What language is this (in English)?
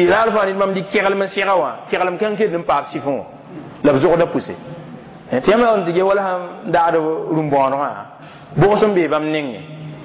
Mossi